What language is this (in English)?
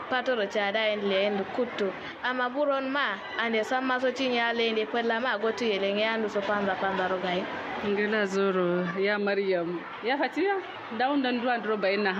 Kanuri